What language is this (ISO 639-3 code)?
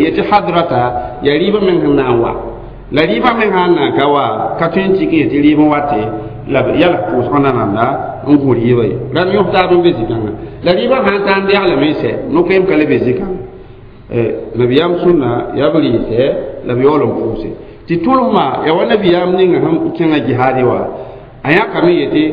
mos